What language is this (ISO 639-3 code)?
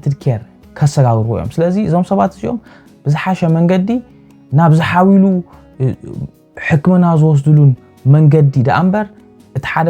tir